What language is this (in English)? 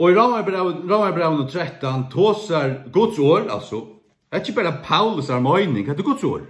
Faroese